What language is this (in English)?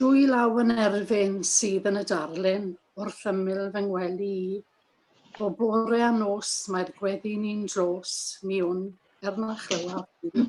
Welsh